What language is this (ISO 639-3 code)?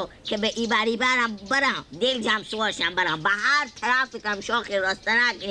fas